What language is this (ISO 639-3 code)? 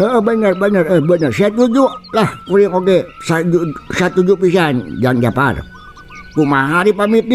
sun